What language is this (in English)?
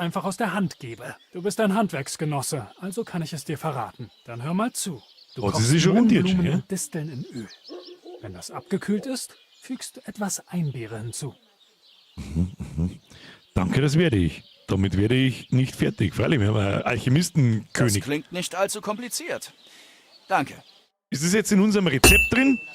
Bavarian